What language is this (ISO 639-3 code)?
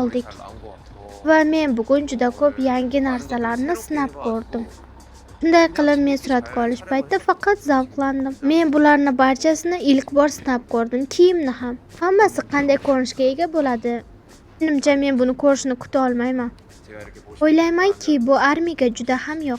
uzb